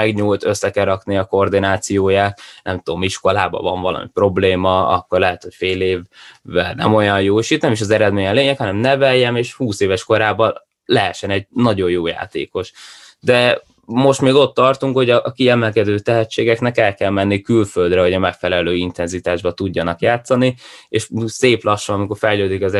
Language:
Hungarian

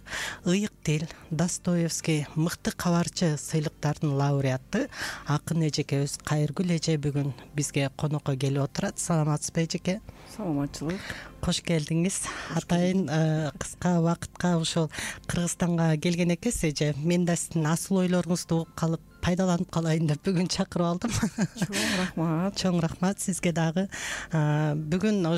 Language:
Kyrgyz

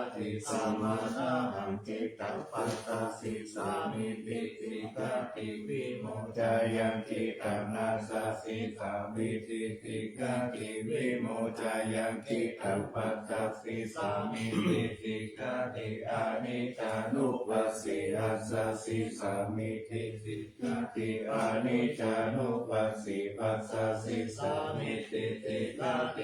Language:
Pali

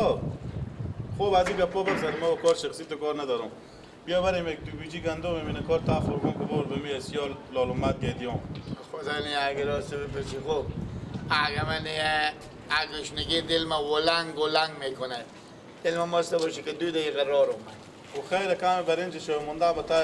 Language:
Persian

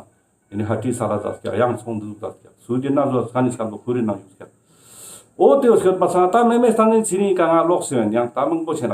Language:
Ladakhi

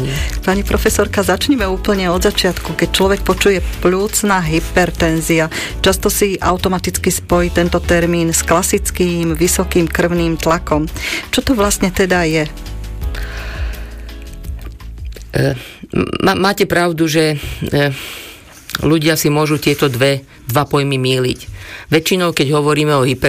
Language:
Slovak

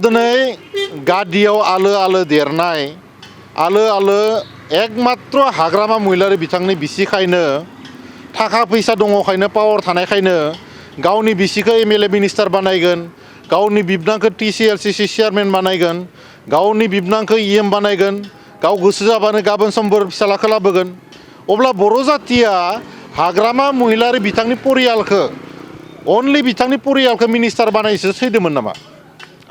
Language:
Bodo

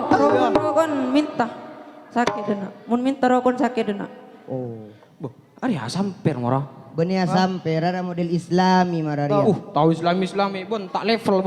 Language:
Madurese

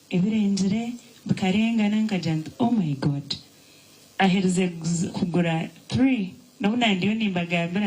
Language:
Nyankole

